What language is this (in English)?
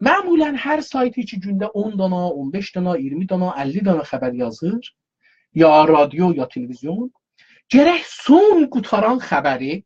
South Azerbaijani